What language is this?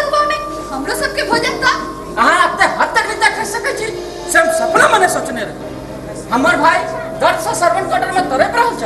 Maithili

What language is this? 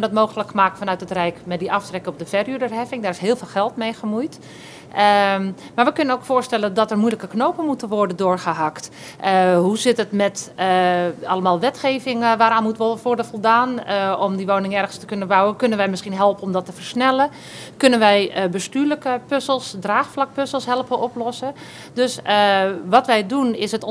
Dutch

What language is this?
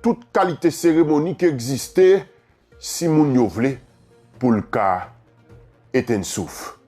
Haitian Creole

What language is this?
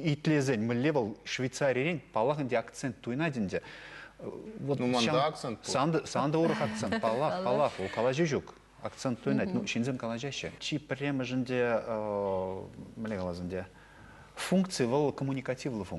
Chuvash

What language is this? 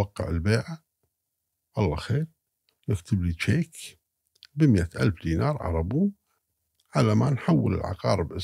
Gulf Arabic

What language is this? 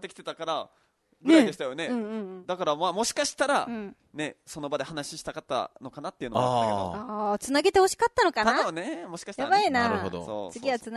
Japanese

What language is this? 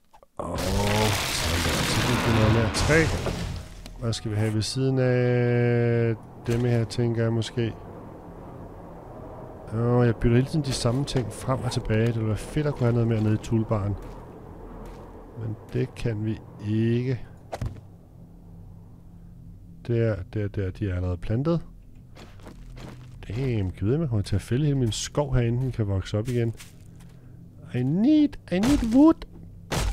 Danish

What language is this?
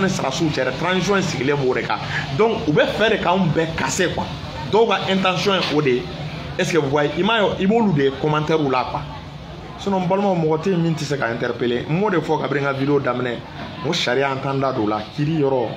Bambara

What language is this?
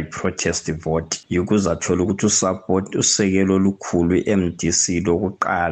North Ndebele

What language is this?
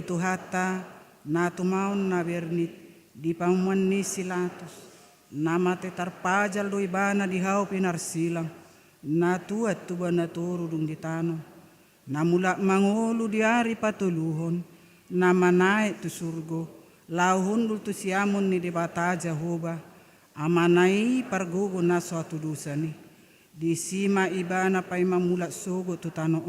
Batak Toba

